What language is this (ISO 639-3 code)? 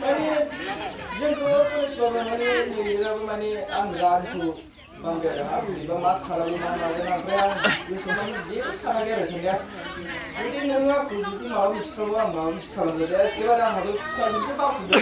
brx